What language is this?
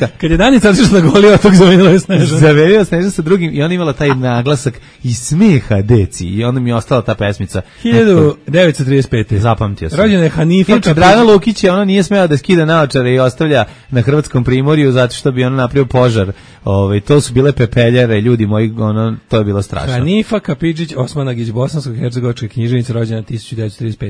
Serbian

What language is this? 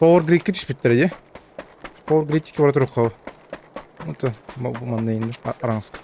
Yakut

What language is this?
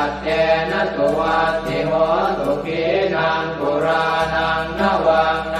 Pali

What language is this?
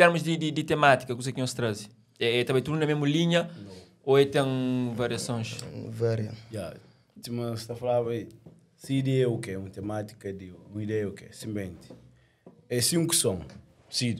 Kabuverdianu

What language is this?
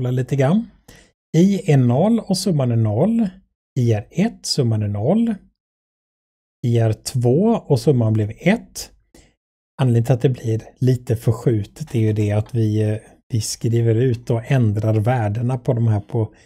Swedish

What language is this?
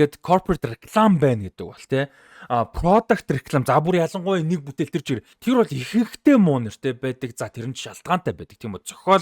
Mongolian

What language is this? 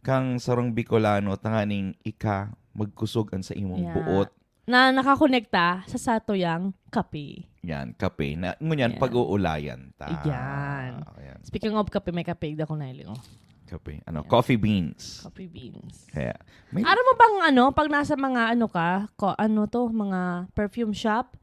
Bikol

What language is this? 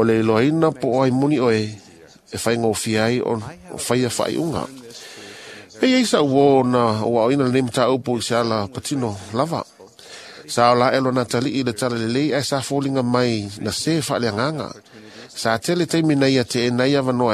Samoan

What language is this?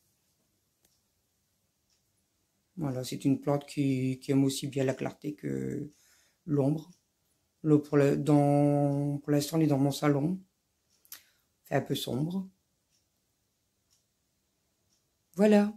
French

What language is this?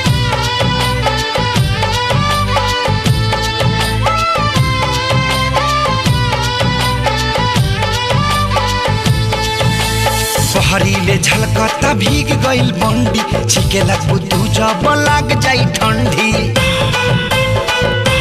Bhojpuri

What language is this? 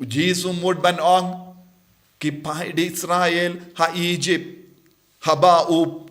Khasi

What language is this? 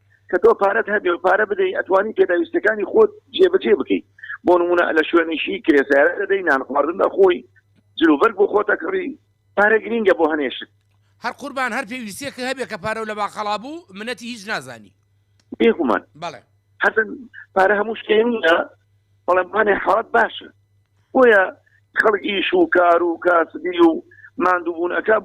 Central Kurdish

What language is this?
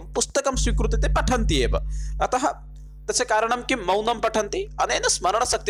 Sanskrit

